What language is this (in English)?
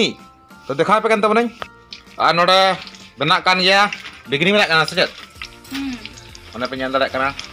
Santali